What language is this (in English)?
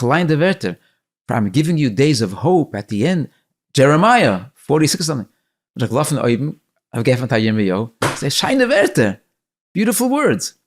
Yiddish